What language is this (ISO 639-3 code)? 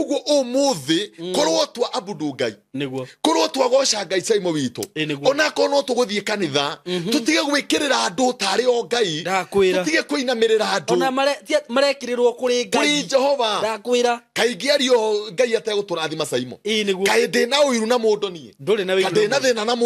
kik